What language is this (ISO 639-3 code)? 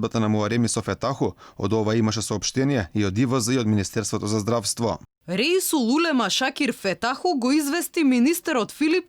mkd